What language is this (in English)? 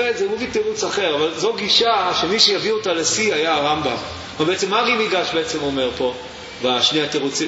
Hebrew